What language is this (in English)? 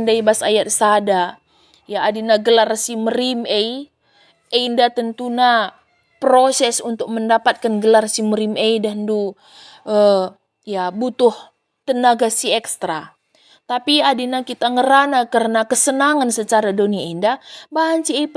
Batak Karo